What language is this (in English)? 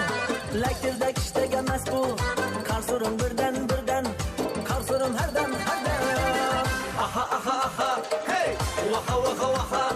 Kara-Kalpak